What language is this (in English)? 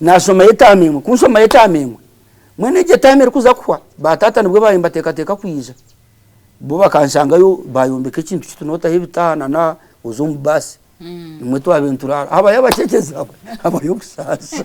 Nyankole